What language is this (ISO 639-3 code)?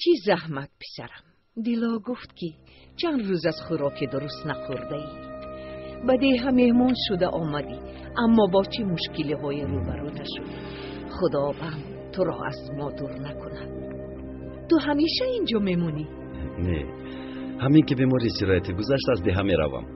tgk